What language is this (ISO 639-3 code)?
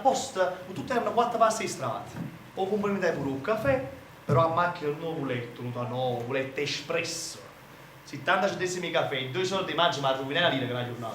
nap